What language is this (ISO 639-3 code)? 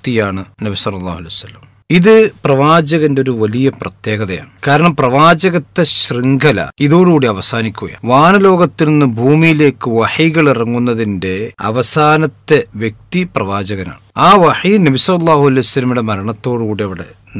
mal